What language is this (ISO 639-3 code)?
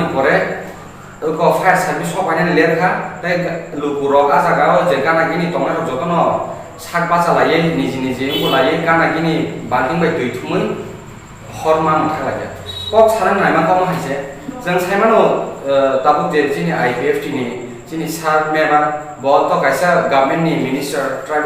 trp